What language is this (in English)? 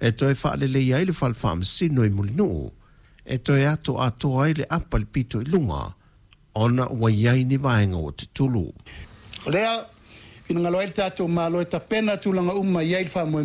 Samoan